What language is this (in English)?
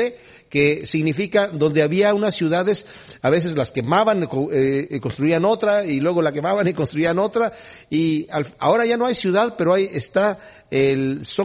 Spanish